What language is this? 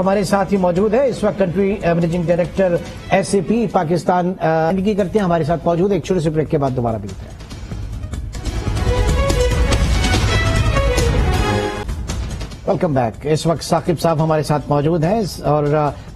Urdu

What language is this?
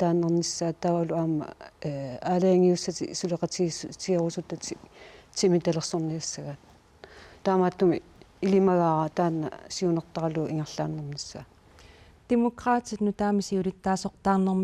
Kalaallisut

